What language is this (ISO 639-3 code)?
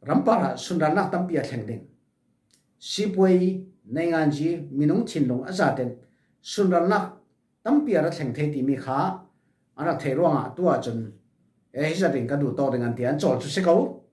cfm